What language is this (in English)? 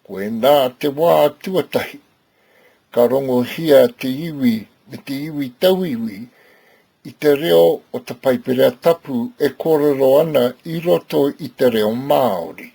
Māori